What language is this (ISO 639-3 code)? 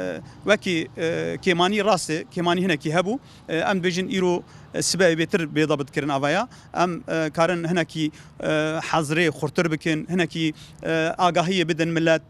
kur